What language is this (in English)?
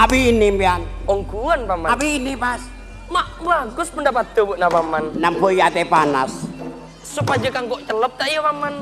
Madurese